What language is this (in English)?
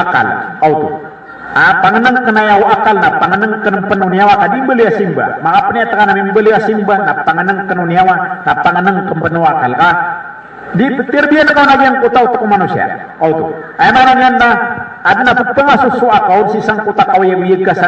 Maranao